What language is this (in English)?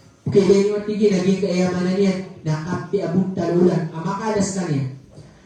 Maranao